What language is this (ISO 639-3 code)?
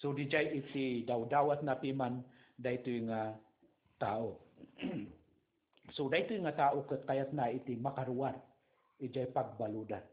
ilo